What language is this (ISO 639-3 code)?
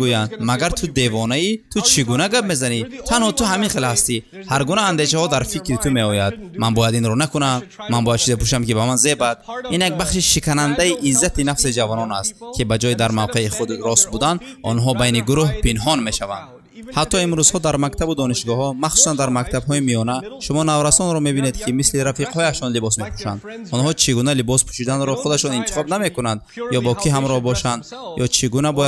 tgk